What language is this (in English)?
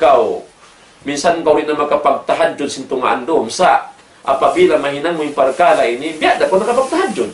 Tausug